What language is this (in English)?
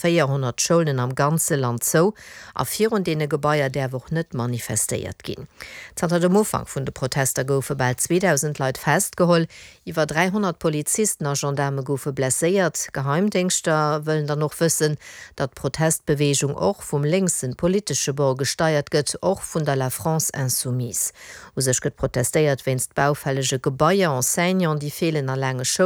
Luxembourgish